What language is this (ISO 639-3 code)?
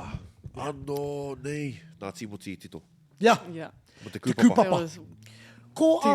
mri